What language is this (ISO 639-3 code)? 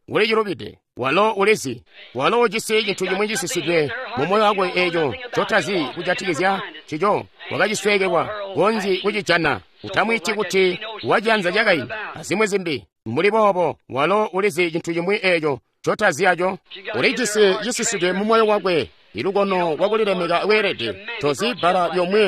toi